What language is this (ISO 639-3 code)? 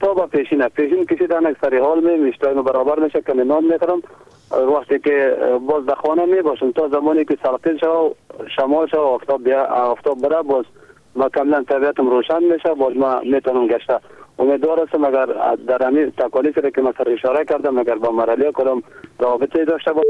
fas